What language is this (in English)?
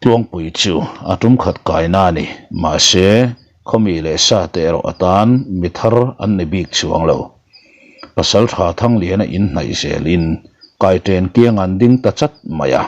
Mizo